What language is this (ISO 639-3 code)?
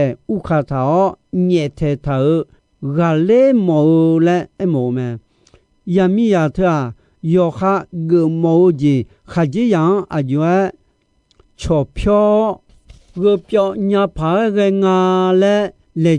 ahk